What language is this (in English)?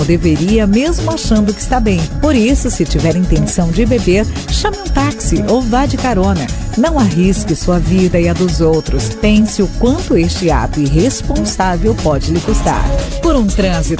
Portuguese